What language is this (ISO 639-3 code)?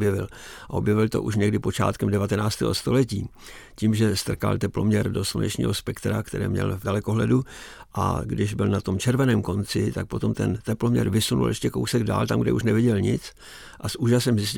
ces